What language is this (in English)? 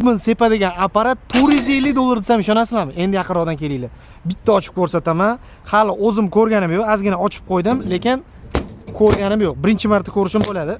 Uzbek